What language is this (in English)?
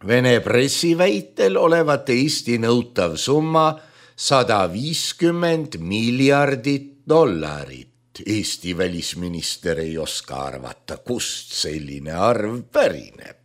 Estonian